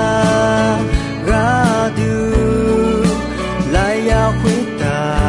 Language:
Akha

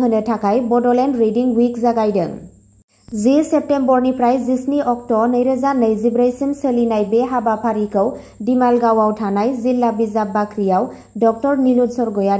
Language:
Bodo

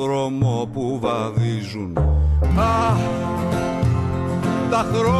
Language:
Greek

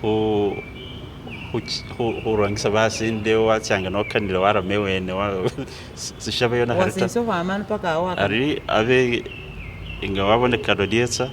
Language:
Masaaba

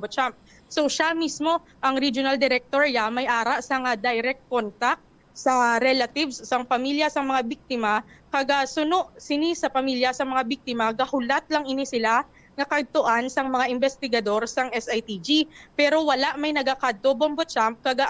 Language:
Hiligaynon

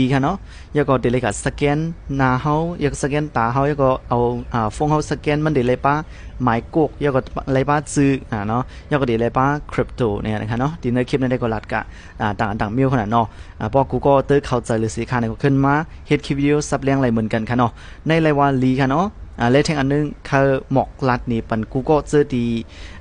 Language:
Shan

